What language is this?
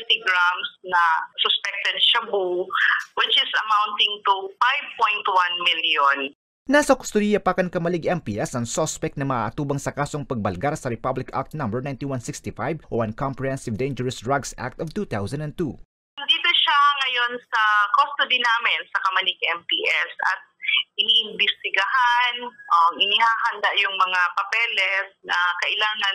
Bikol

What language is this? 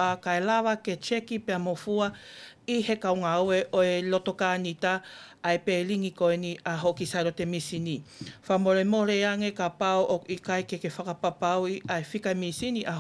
Tongan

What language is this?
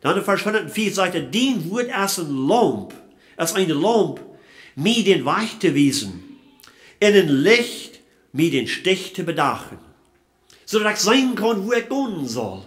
Plautdietsch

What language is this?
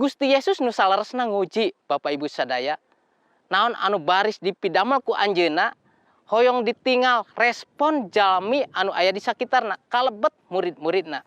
Sundanese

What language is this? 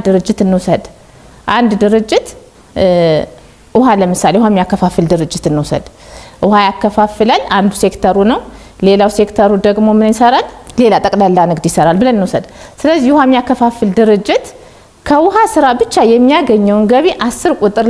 Amharic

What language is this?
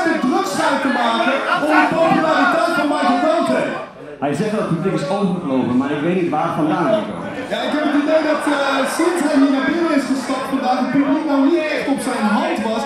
Dutch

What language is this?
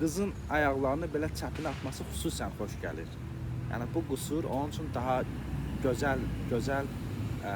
Azerbaijani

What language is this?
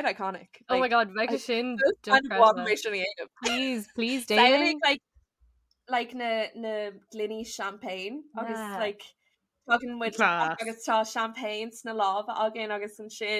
Irish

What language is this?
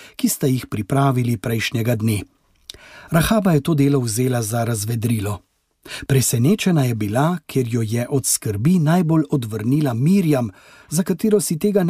Slovenian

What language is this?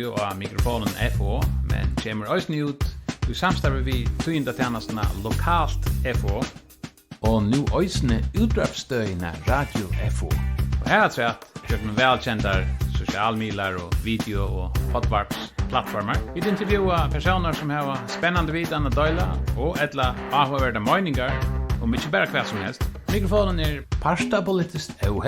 Faroese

